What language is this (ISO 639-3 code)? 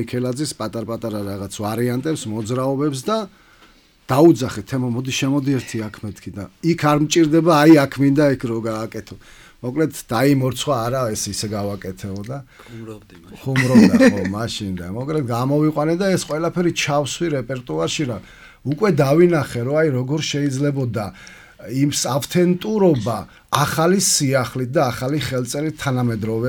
kat